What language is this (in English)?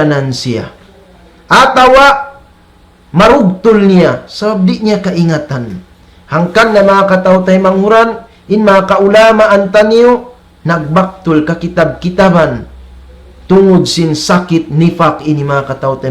Tausug